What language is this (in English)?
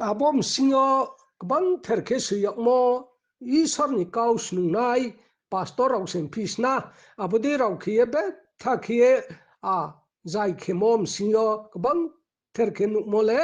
Riang (India)